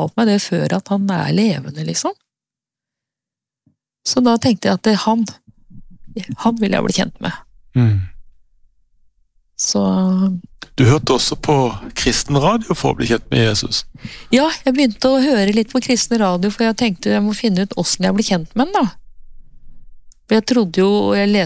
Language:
Norwegian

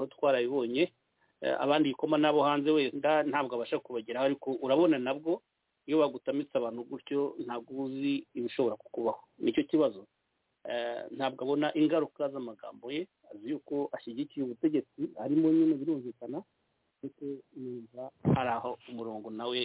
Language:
Kinyarwanda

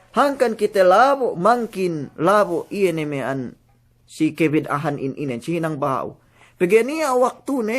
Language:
Yakan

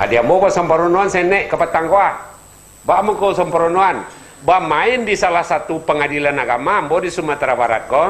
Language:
Minangkabau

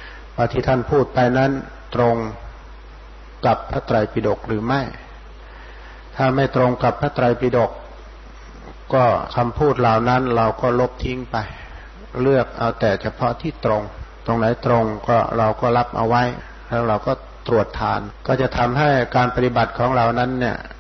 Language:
Thai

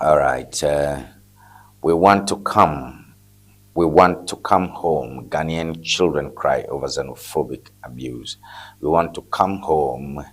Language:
Ewe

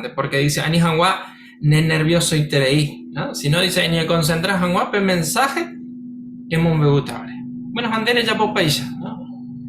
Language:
Guarani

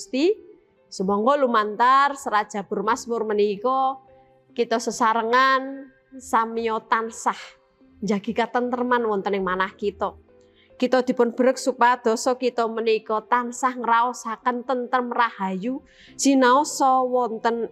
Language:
Javanese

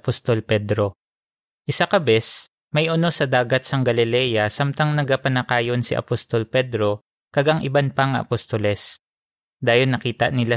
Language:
Hiligaynon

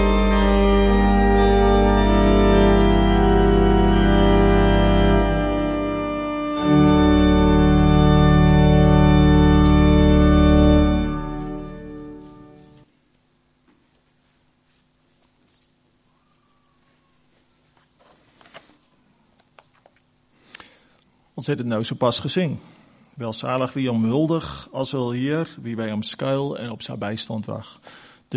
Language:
Afrikaans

